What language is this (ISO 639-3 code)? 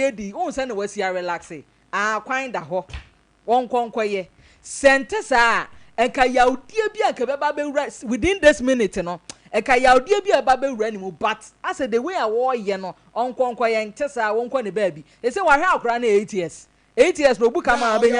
aka